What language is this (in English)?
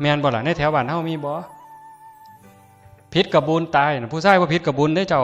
Northeastern Thai